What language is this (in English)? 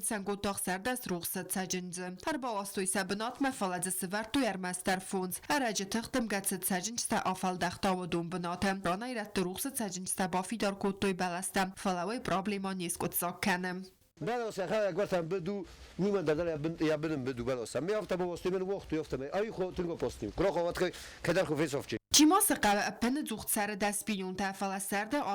Ossetic